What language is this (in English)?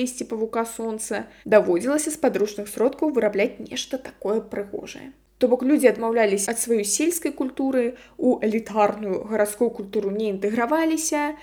Belarusian